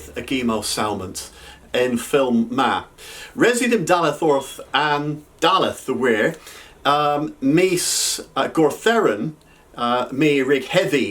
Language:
Cornish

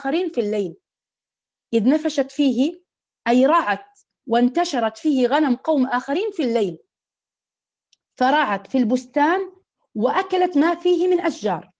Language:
Arabic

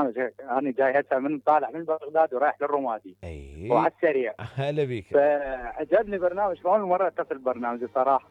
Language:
Mesopotamian Arabic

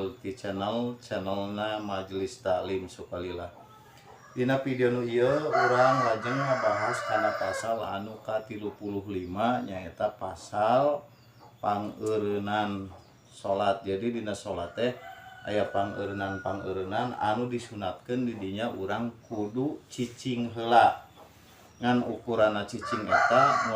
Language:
Sundanese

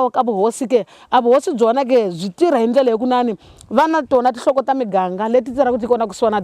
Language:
Tsonga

